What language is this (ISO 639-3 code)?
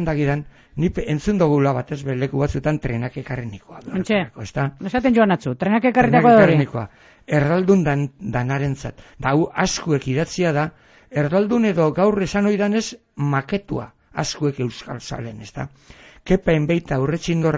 eus